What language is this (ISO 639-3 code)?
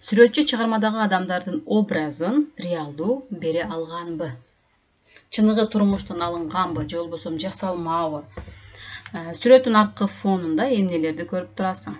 kir